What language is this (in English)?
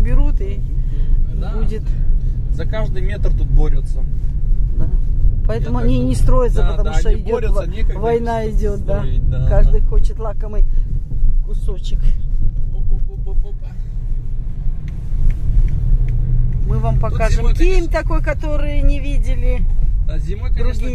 Russian